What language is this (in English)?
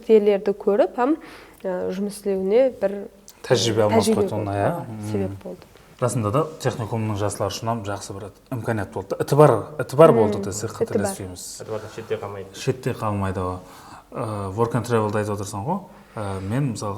Kara-Kalpak